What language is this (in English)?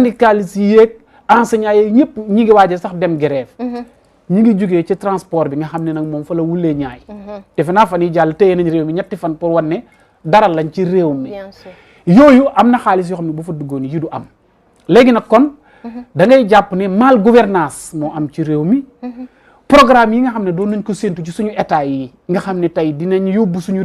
Wolof